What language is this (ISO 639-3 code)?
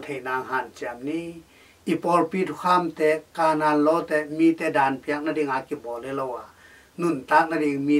ctd